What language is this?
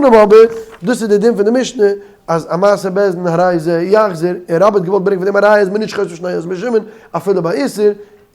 Yiddish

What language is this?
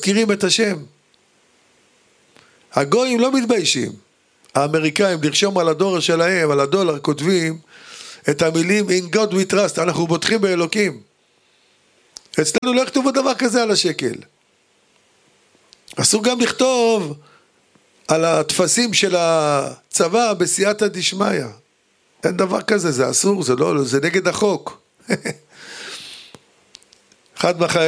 Hebrew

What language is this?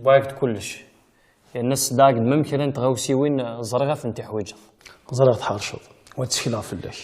Kabyle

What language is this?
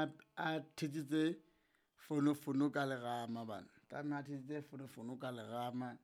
Southern Sotho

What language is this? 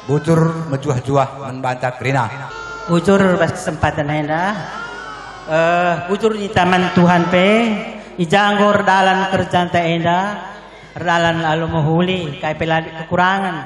Batak Karo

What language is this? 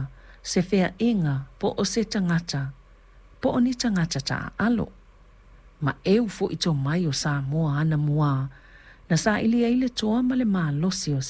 Samoan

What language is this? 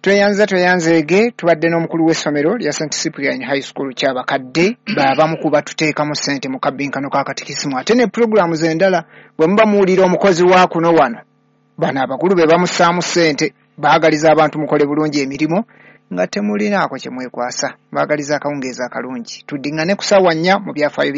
Ganda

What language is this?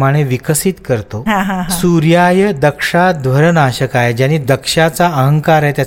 Marathi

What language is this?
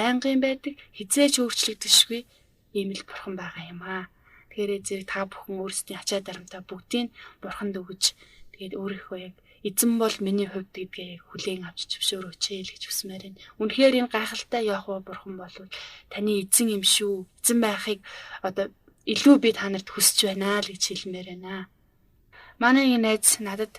Mongolian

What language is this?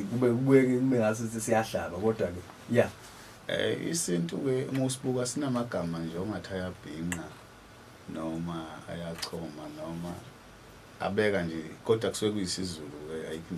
Zulu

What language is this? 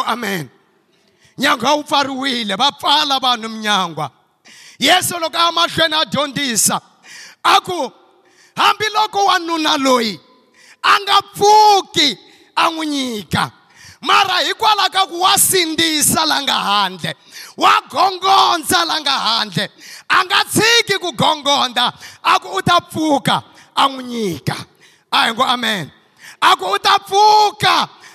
Tsonga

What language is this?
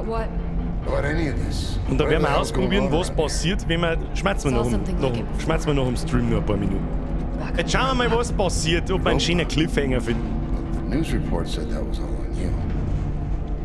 Bavarian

